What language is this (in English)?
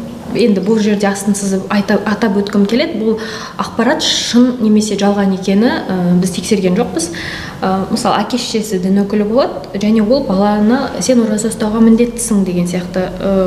Kazakh